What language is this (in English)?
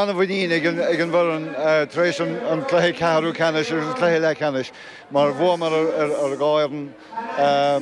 Irish